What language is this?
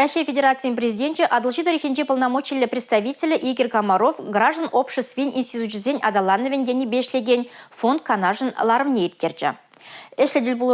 Chuvash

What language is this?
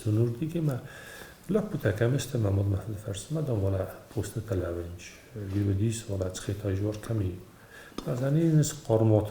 Ossetic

